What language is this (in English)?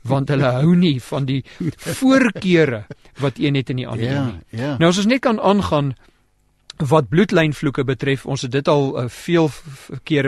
Afrikaans